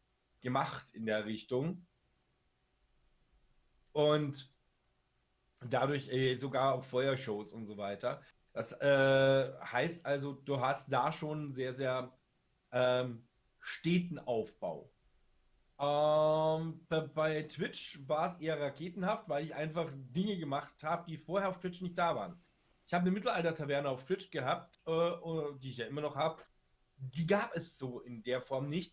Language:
German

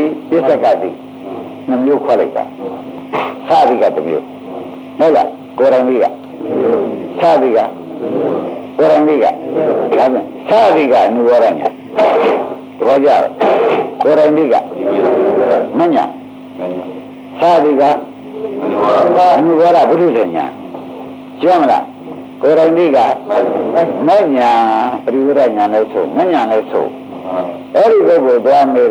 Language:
Burmese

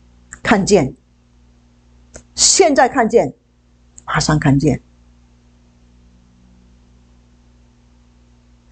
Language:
Chinese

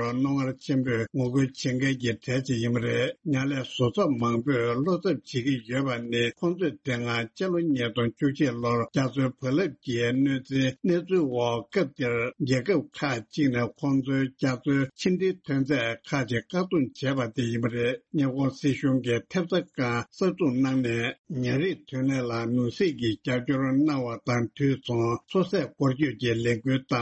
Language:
Tibetan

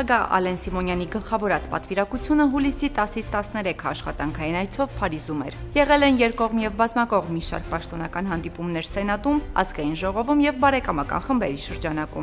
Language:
Armenian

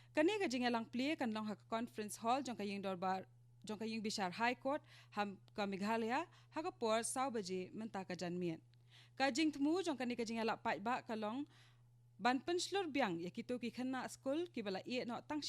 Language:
Khasi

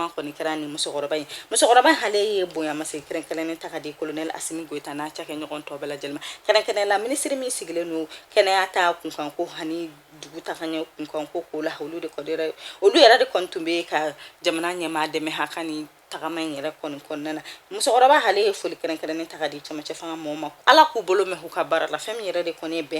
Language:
Bambara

